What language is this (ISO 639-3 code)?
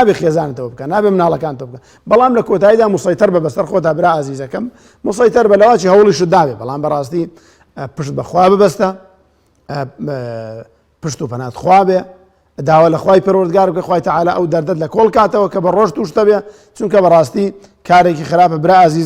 ckb